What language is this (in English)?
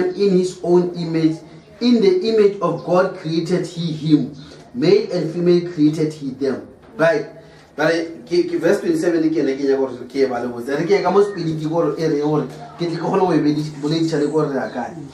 Northern Sotho